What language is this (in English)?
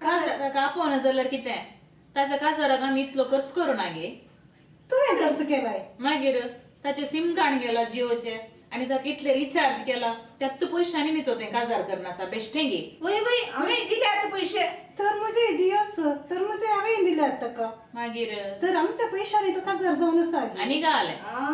Konkani